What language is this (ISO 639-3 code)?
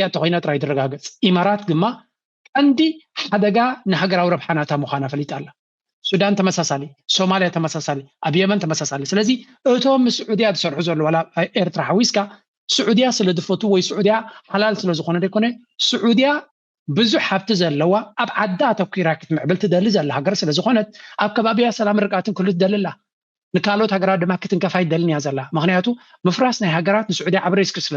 tir